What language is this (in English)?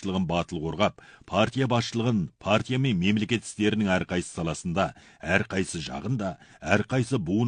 Kazakh